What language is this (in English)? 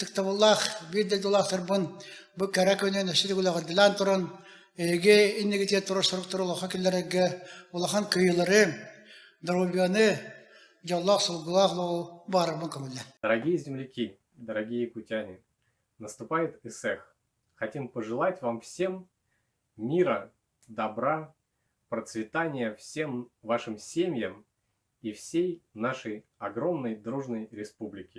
Yakut